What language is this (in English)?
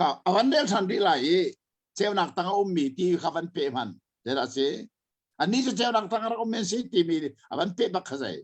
Hakha Chin